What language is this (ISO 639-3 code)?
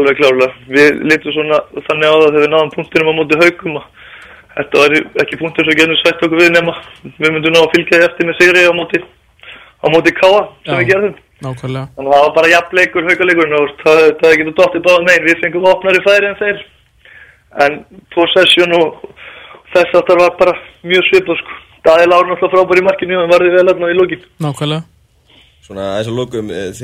isl